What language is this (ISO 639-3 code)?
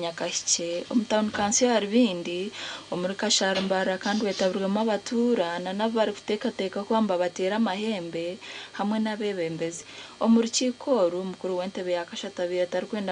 nyn